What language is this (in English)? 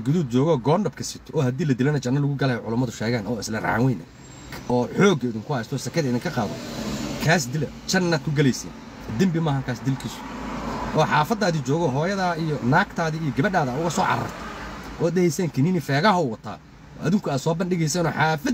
Somali